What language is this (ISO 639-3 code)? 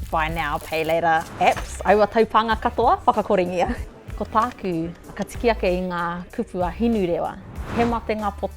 mri